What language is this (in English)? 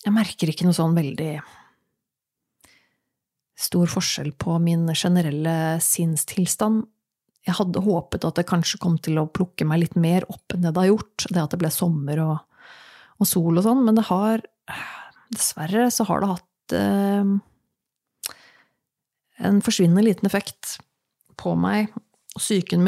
Norwegian